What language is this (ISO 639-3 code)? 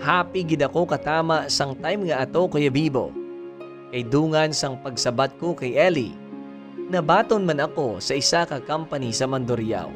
hil